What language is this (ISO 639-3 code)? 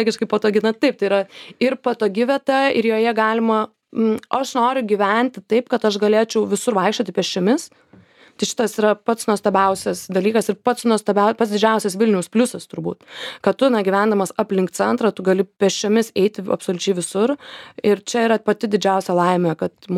lit